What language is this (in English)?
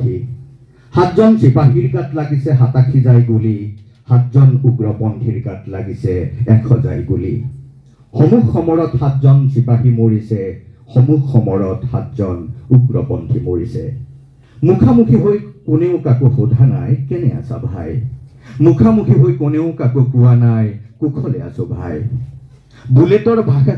Assamese